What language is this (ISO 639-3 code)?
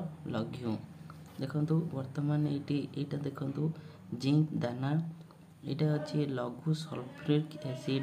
ori